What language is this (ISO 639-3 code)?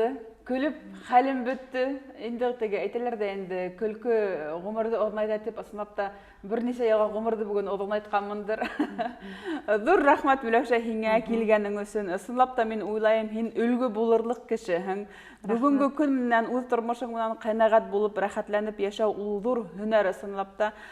bak